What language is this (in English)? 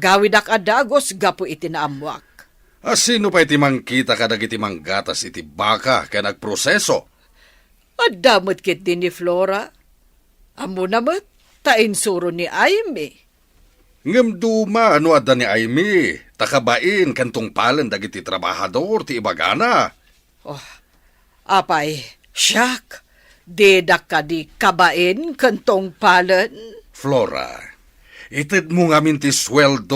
Iloko